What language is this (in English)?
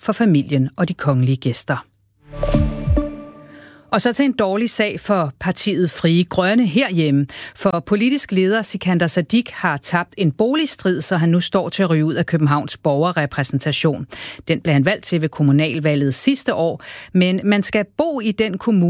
Danish